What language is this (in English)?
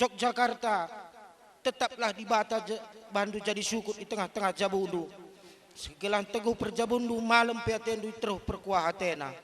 Batak Karo